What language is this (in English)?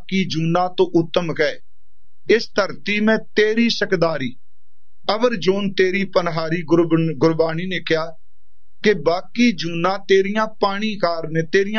Punjabi